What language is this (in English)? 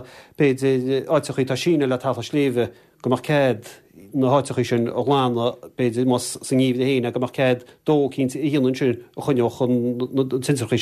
Irish